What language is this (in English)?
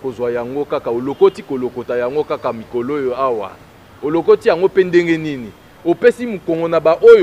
Lingala